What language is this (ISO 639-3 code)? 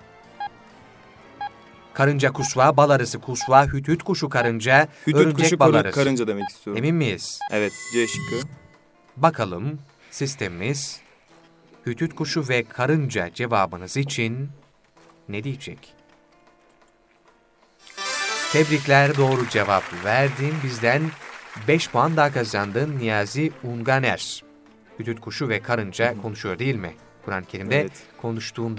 tur